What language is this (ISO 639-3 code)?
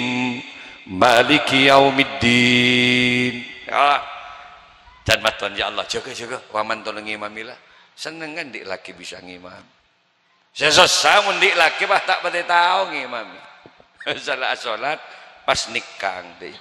mad